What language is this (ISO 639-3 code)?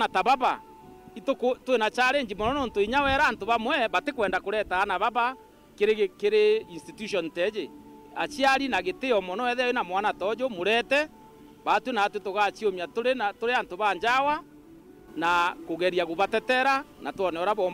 mer